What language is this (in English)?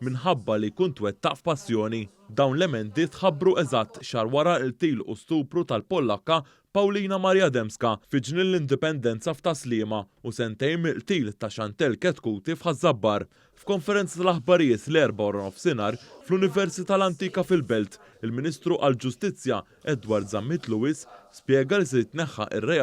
Maltese